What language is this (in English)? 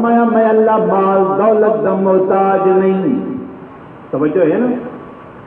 Saraiki